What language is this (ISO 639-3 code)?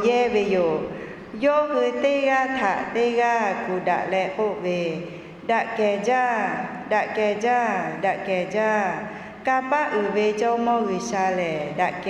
lhu